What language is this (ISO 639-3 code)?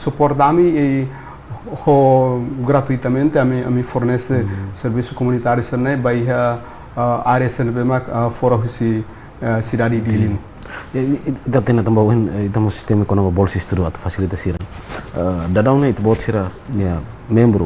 tet